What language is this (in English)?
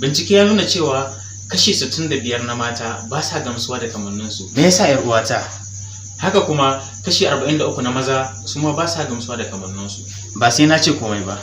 Hausa